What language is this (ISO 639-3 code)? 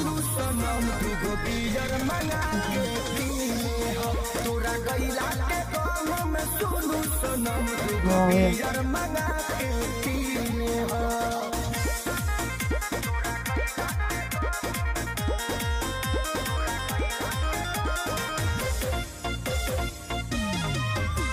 bho